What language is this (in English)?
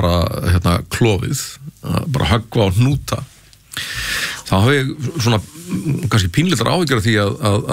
Icelandic